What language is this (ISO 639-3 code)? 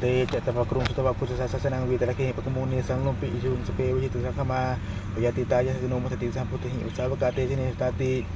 pli